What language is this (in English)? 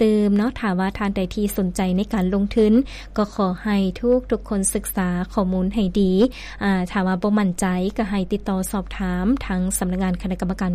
Lao